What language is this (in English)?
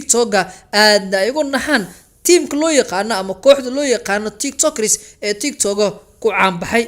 Somali